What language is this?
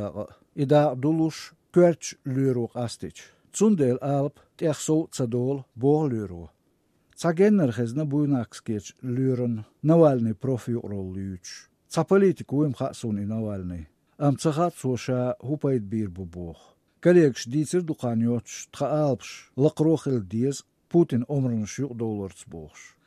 Chechen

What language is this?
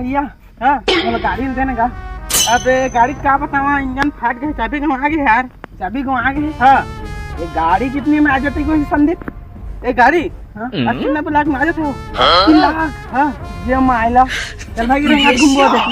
Chhattisgarhi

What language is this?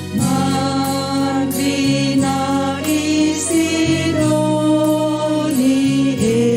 Batak Karo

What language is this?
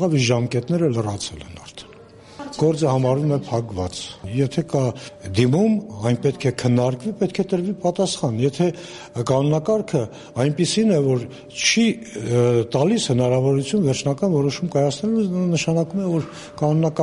Armenian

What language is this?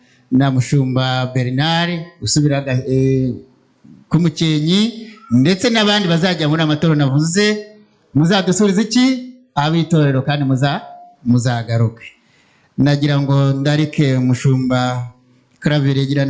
Kinyarwanda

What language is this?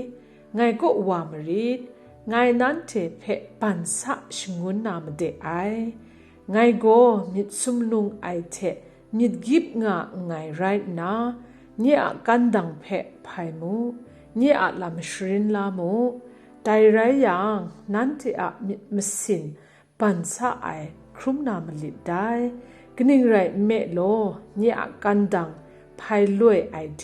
Kachin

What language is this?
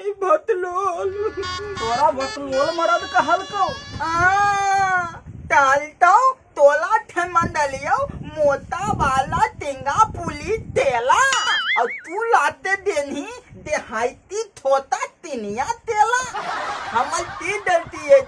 Magahi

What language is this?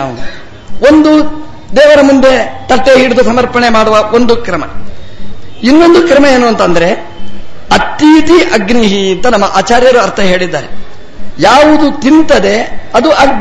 Kannada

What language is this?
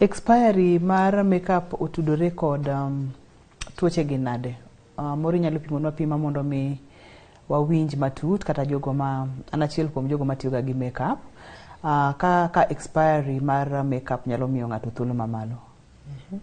Luo (Kenya and Tanzania)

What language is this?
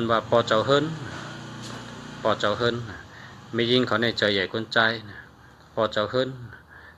Shan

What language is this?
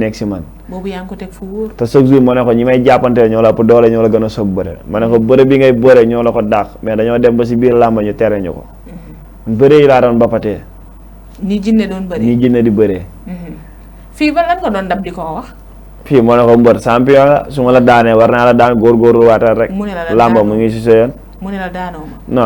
Wolof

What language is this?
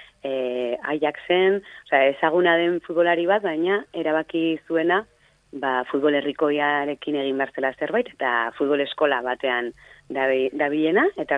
Basque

